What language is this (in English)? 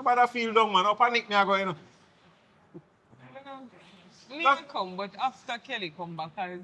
Jamaican Creole English